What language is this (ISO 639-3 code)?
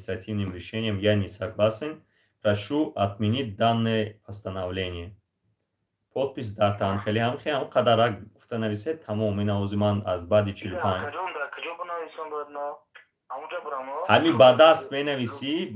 tgk